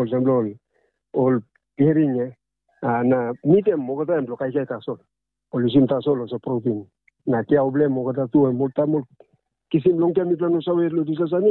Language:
Tok Pisin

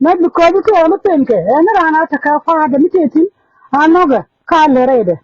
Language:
Nuer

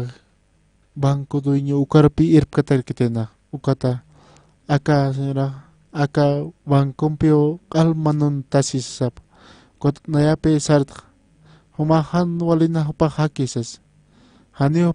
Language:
Aymara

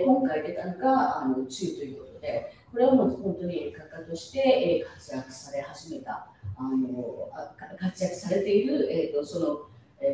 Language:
Japanese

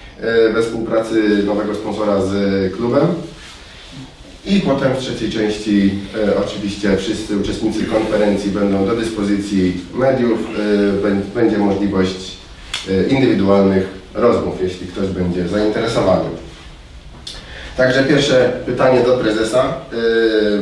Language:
Polish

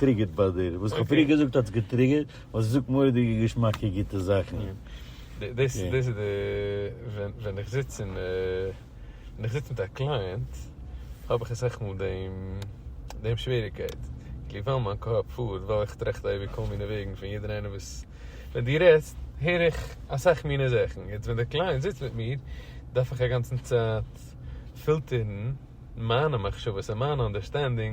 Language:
Yiddish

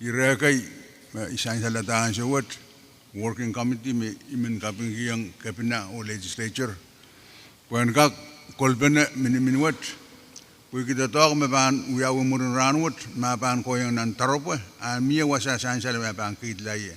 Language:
Pohnpeian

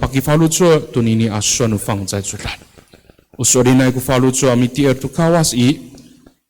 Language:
Amis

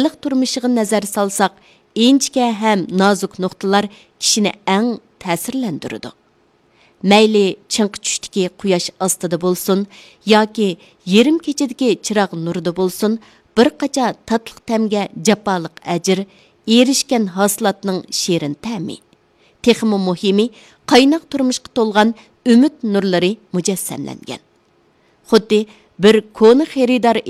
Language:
Uyghur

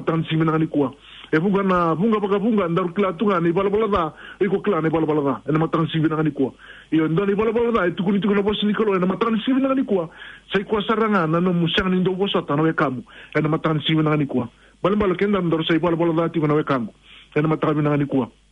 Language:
Fijian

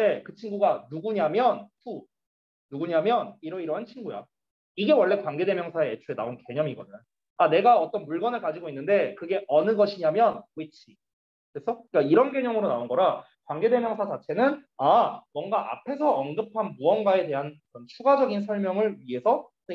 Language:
Korean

